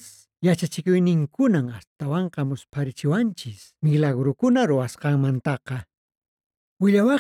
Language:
Quechua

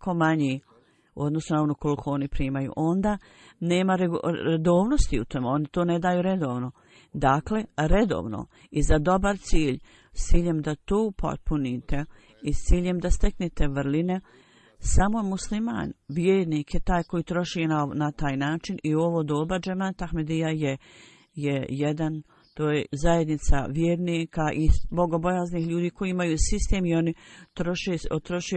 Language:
Bosnian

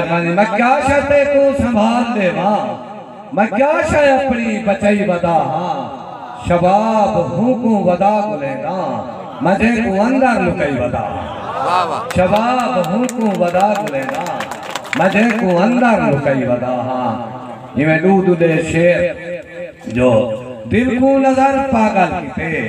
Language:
Saraiki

